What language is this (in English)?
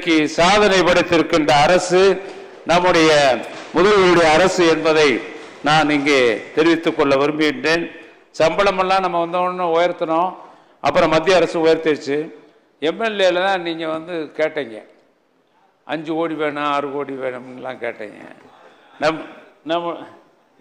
Tamil